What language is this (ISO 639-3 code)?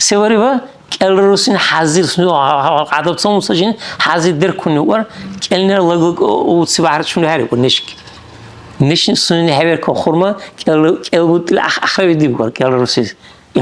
dar